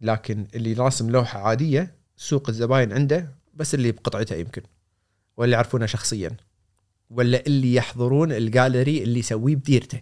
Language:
Gulf Arabic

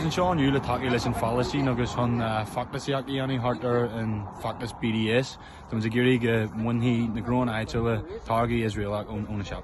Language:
Irish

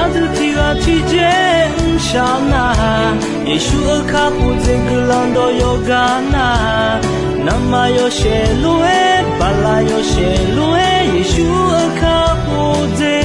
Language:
Akha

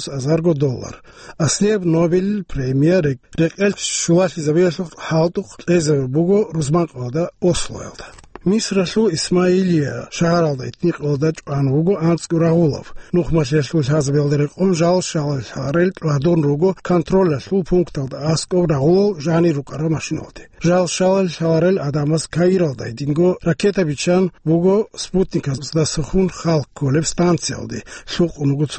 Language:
Avaric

